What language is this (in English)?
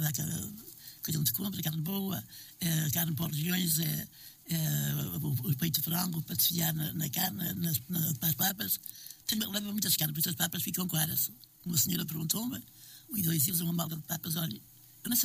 Portuguese